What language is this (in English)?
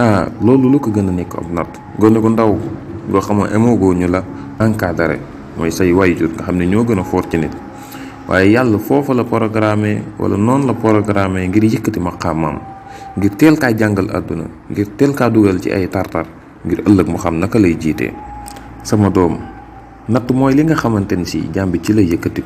Wolof